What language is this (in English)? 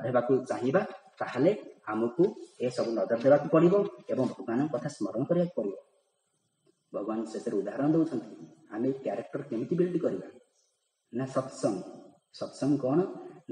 Odia